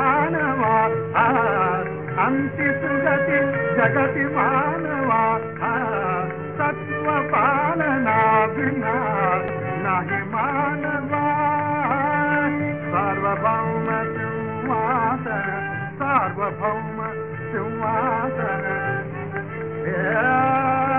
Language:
Marathi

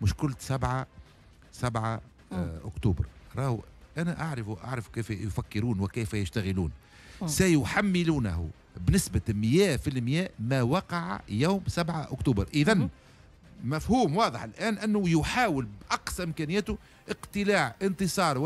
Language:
Tunisian Arabic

